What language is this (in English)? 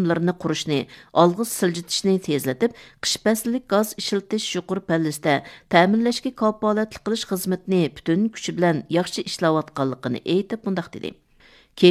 Uyghur